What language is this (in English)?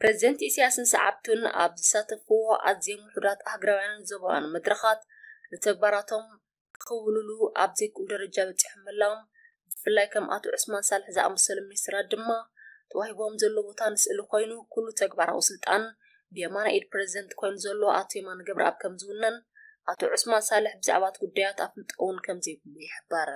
Tigrinya